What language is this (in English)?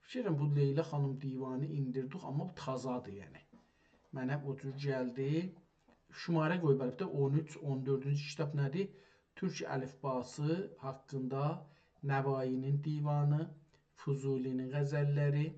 South Azerbaijani